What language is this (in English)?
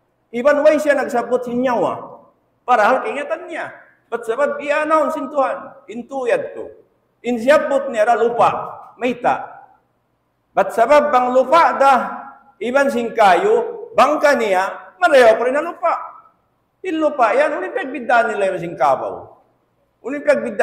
Tausug